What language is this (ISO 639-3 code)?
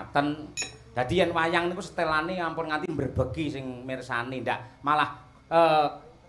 jav